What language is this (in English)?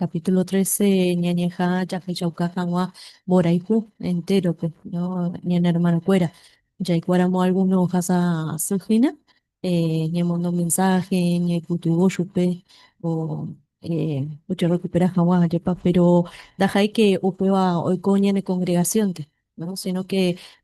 Guarani